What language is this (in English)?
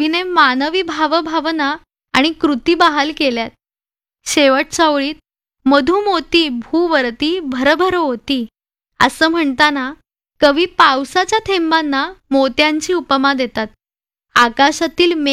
Marathi